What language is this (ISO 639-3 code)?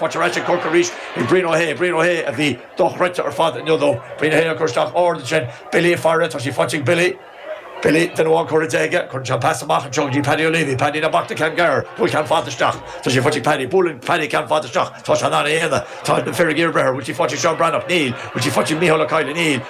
gle